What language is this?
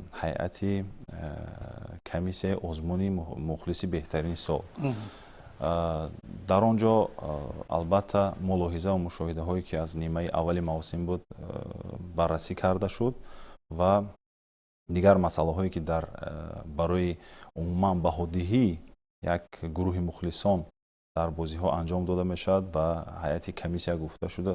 Tajik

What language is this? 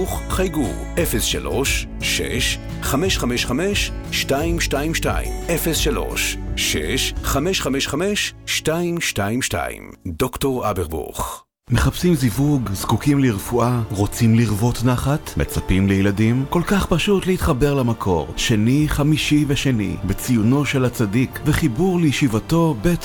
Hebrew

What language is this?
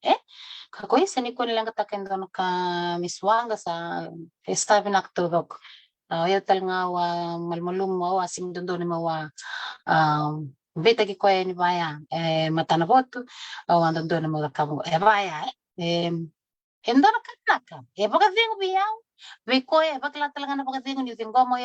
Fijian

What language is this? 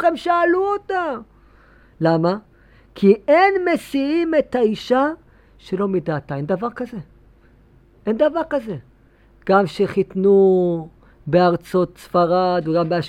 Hebrew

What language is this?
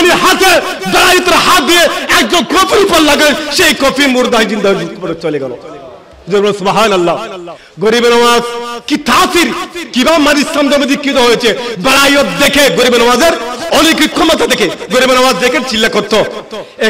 Bangla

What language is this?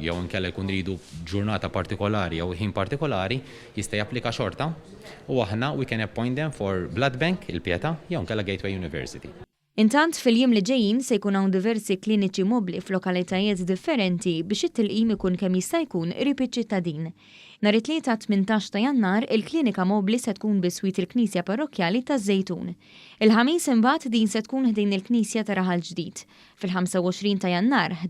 Maltese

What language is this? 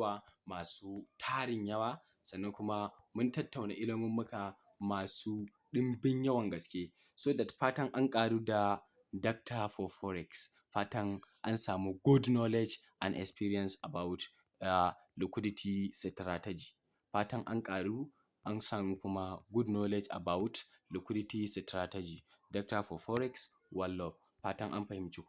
Hausa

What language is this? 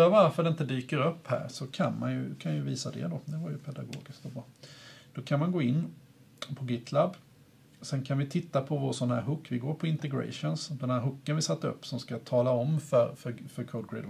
Swedish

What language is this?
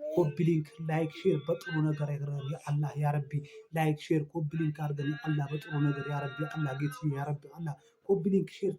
Amharic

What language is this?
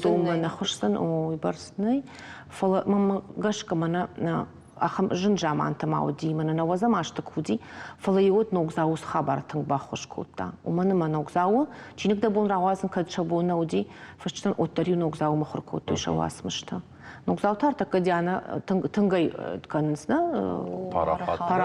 Ossetic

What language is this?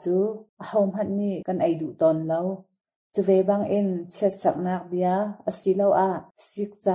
Hakha Chin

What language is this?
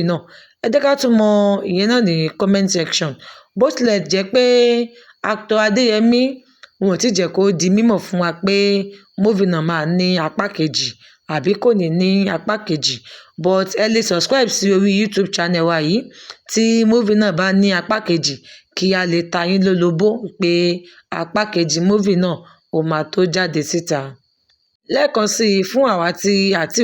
Yoruba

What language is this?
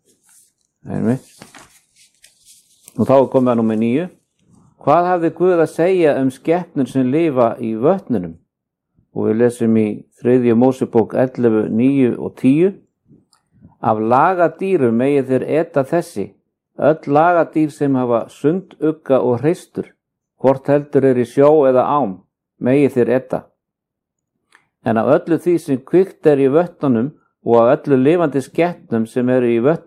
Icelandic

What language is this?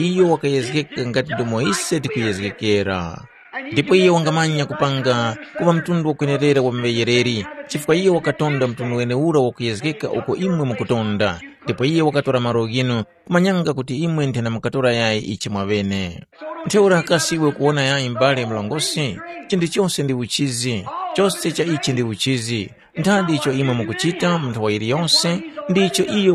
Tumbuka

